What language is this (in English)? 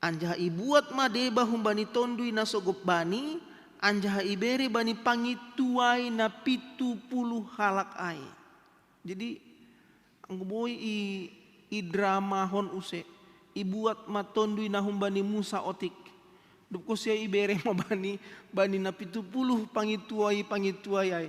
Batak Simalungun